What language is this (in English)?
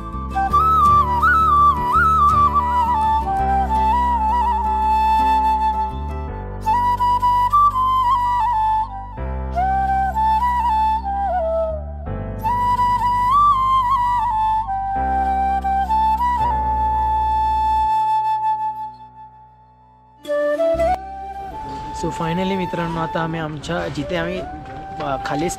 Marathi